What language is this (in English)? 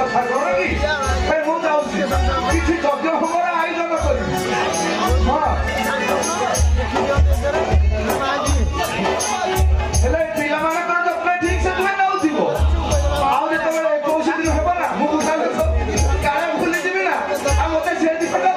Odia